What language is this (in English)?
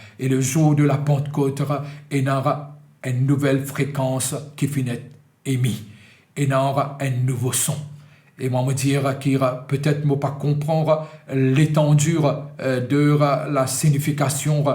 Morisyen